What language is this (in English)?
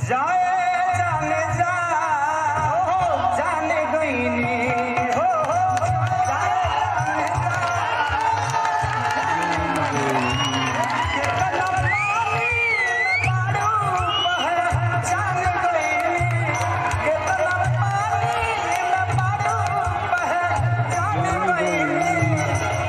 Bhojpuri